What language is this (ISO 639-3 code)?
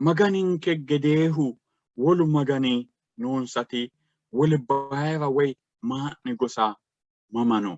sid